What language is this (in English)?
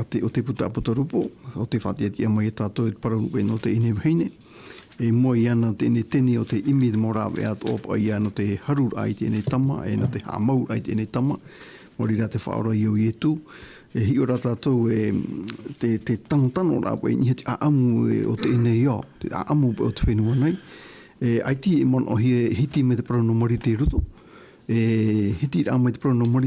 Tahitian